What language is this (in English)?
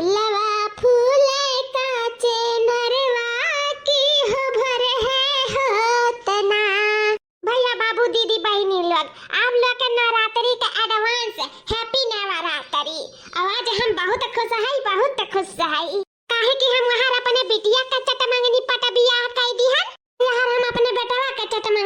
Awadhi